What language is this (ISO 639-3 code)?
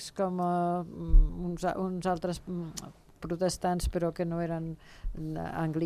cat